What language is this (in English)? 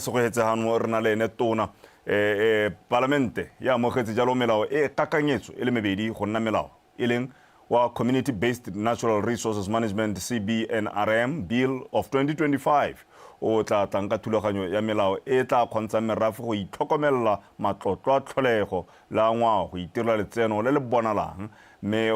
Tswana